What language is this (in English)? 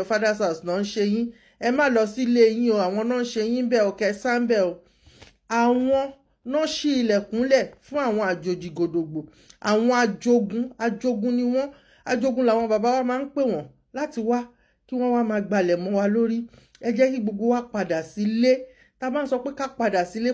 Yoruba